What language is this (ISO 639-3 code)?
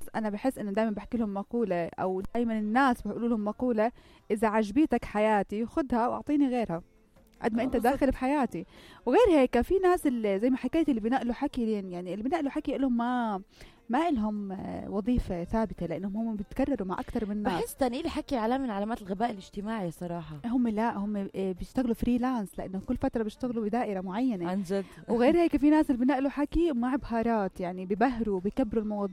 apc